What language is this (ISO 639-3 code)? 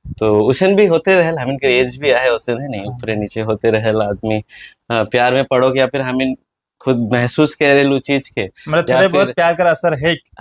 sck